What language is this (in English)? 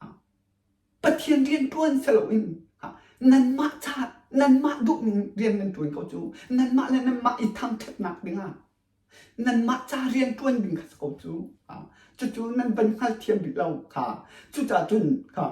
Hakha Chin